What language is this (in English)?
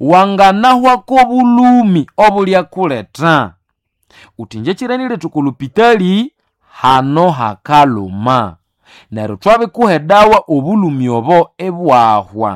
Nande